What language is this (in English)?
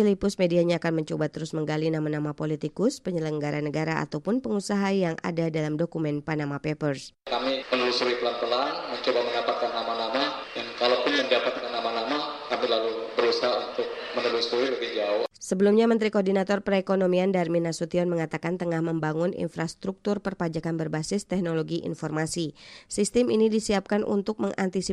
Indonesian